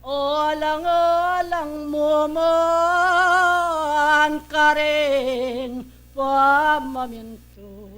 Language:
Pampanga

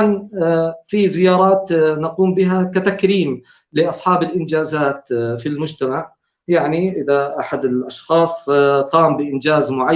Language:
North Levantine Arabic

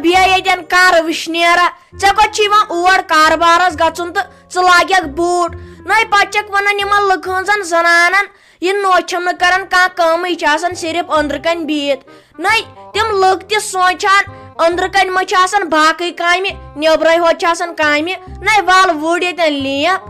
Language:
Kashmiri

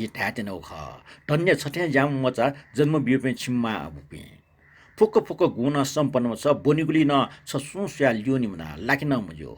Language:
Newari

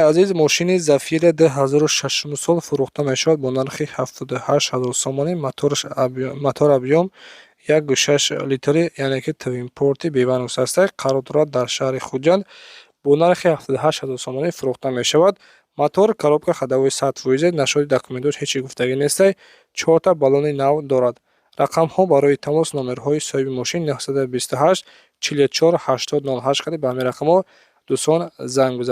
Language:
Tajik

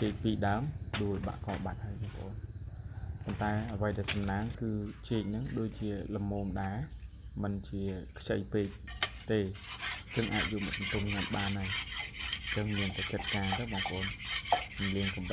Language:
Khmer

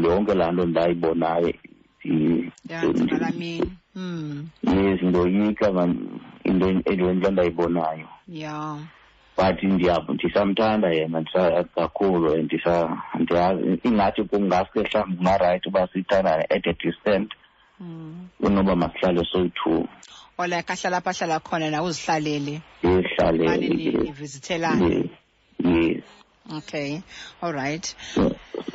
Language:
Xhosa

